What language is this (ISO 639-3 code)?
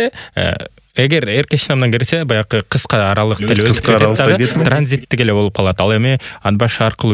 kir